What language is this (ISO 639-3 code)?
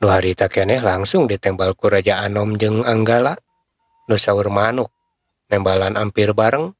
sun